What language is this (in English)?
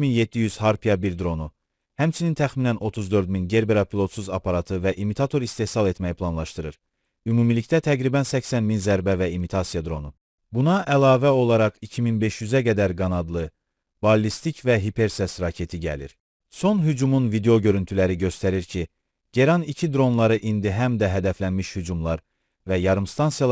Azerbaijani